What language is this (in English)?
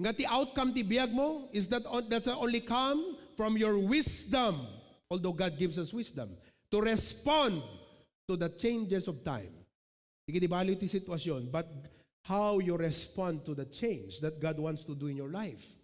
Iloko